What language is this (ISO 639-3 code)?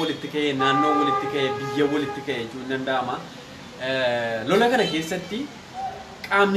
orm